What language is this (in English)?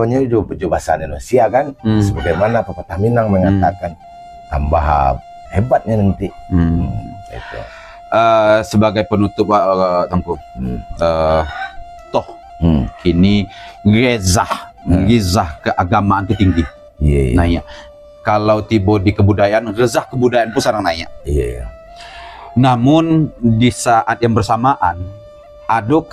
Minangkabau